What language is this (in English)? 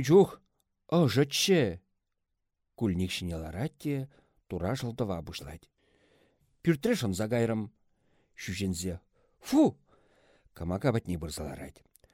Chuvash